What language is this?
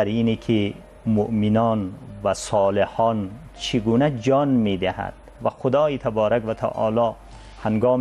Persian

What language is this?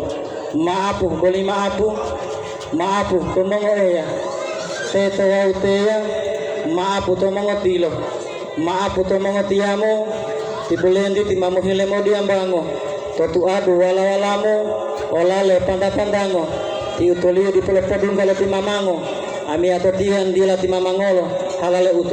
Gorontalo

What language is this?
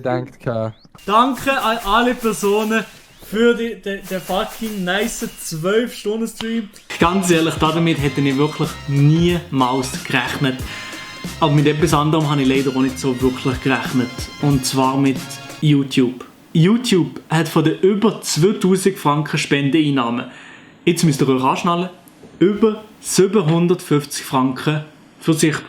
Swiss German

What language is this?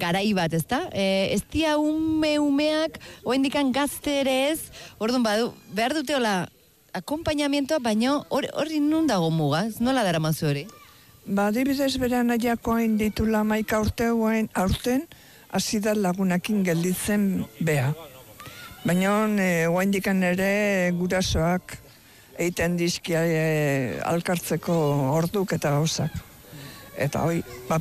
Basque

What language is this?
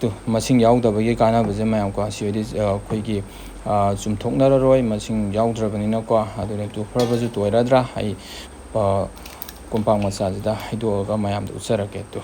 Manipuri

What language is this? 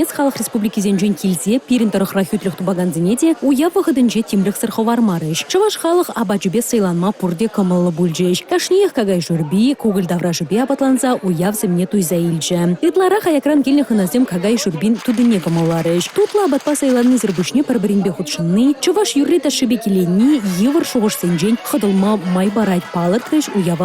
Chuvash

